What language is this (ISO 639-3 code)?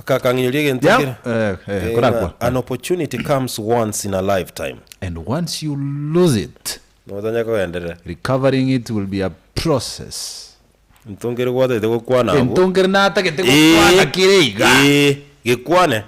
guz